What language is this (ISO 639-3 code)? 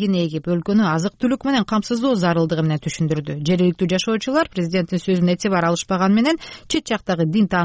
kir